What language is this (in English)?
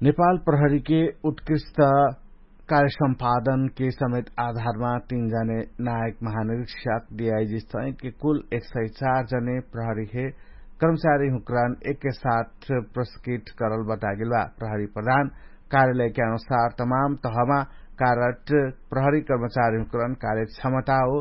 Dangaura Tharu